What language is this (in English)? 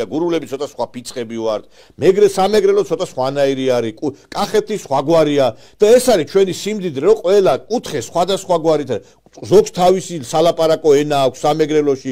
Georgian